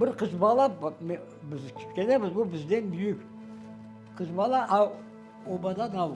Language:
Crimean Tatar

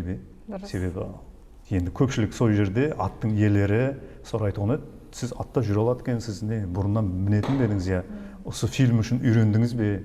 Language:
Kara-Kalpak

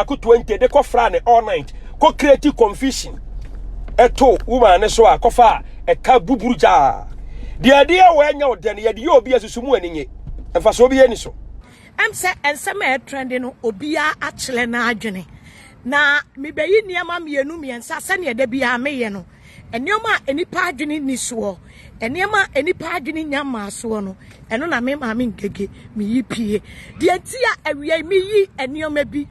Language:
Akan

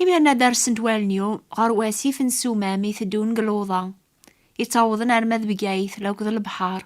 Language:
Kabyle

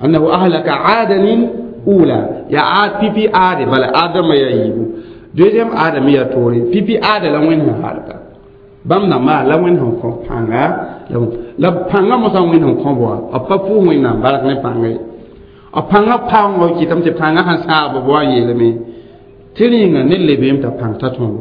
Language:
Mossi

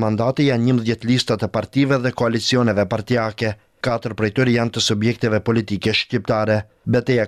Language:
Albanian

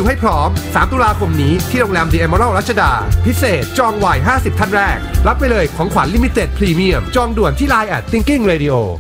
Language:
Thai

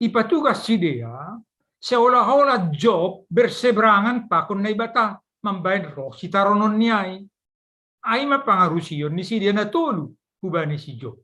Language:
Batak Simalungun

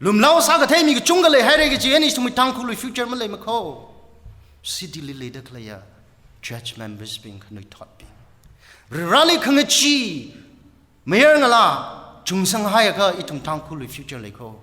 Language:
Tangkhul Naga (India)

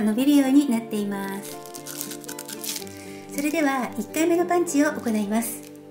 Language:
Japanese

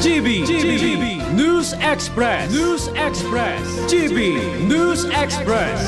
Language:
Bikol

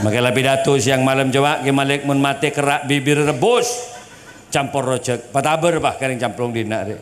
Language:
Madurese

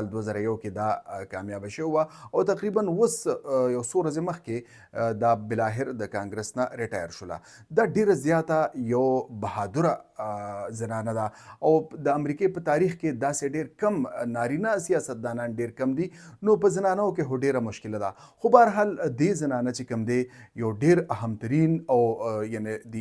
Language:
Pashto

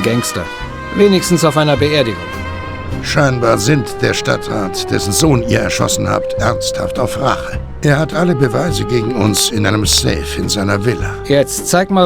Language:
Bavarian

